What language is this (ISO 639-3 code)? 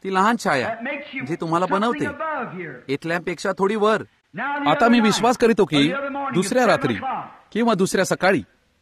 mar